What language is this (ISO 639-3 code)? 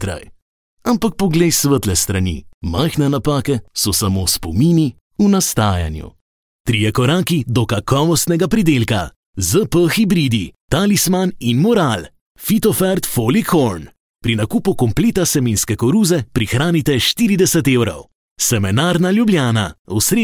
slv